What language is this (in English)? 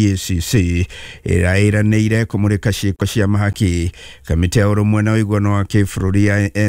Kikuyu